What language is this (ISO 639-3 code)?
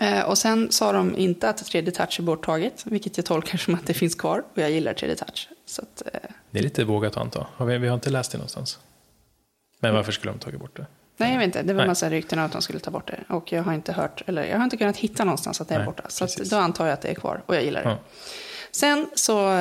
swe